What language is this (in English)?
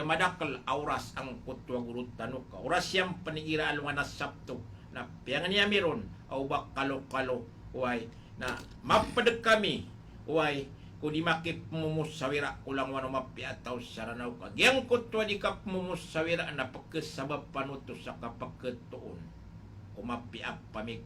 Maranao